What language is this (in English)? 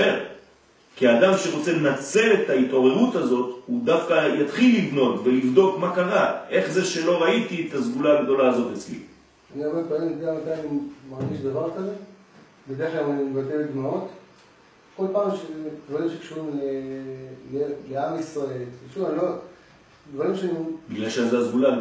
Hebrew